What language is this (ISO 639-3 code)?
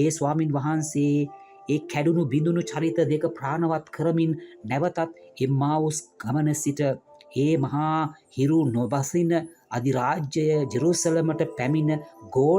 sin